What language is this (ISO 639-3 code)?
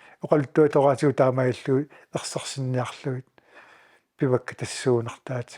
kal